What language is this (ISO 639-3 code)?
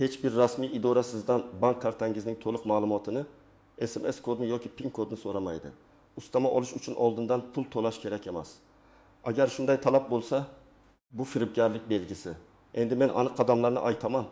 uzb